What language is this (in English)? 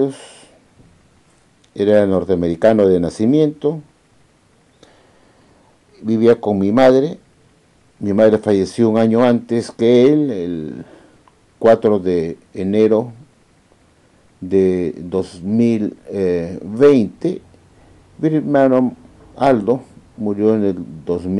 Spanish